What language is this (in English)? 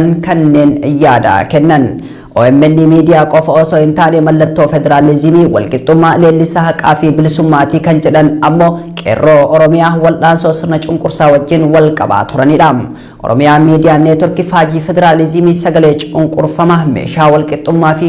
Oromo